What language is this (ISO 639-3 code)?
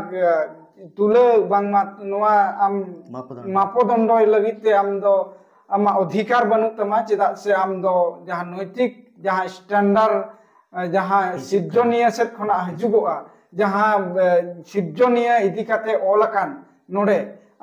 sat